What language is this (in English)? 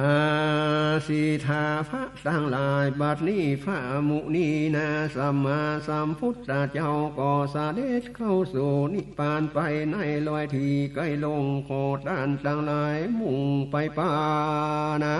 Northern Thai